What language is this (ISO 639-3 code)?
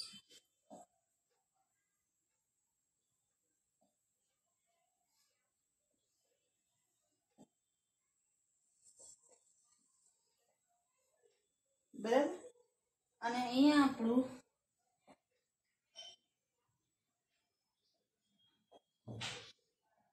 guj